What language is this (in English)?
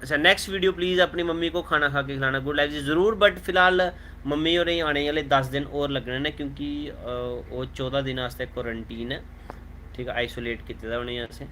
Dogri